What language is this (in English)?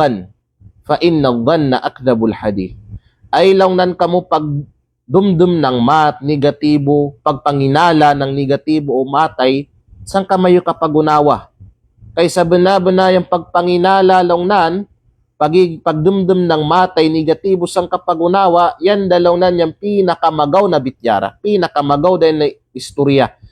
Kalagan